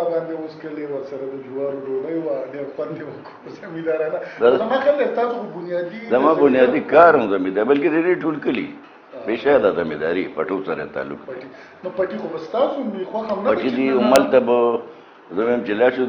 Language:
Pashto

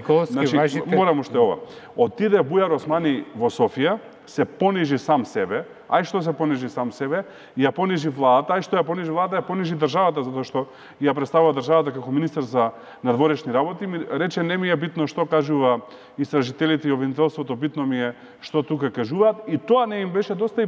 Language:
Macedonian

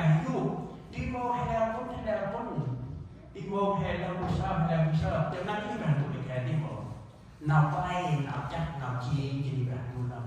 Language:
Central Mnong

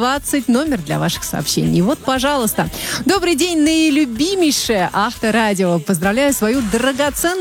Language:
Russian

